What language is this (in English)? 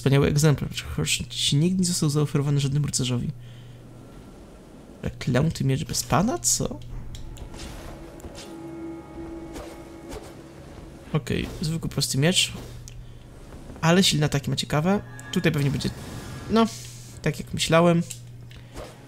Polish